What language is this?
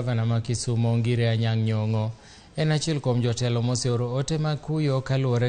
Luo (Kenya and Tanzania)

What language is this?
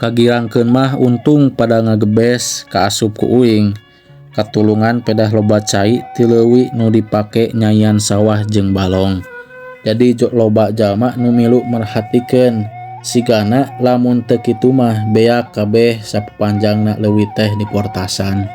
Sundanese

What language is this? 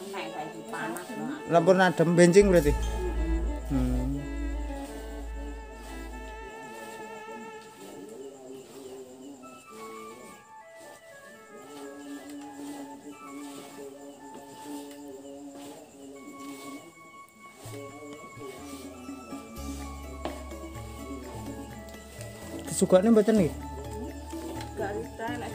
Javanese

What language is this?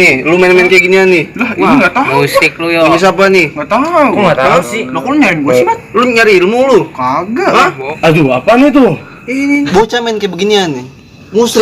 Betawi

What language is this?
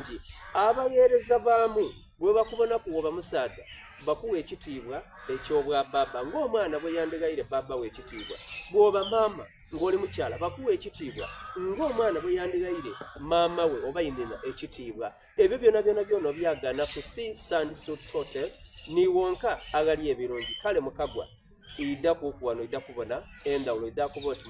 Soga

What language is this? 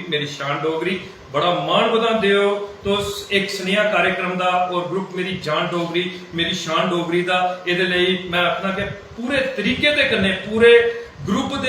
Dogri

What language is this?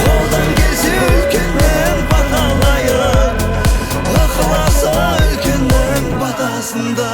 Kara-Kalpak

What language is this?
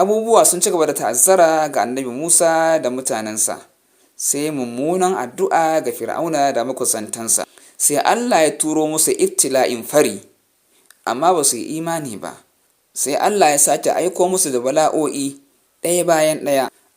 Hausa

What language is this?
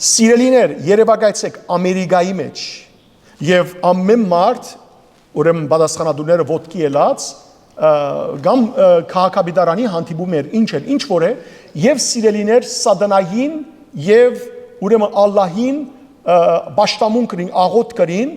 Western Armenian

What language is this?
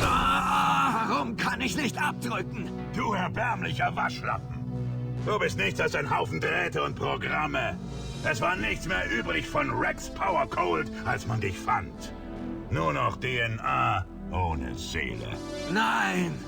Bavarian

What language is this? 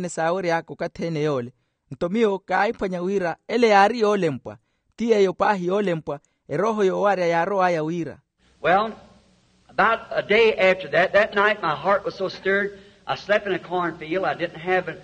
Makhuwa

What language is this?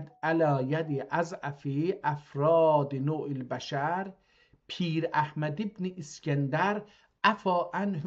South Azerbaijani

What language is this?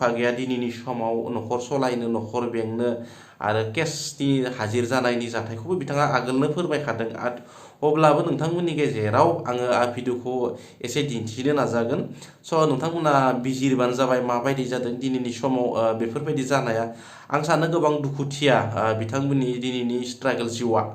Bodo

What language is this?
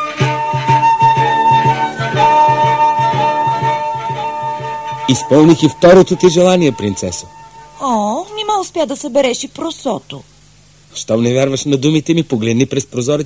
Bulgarian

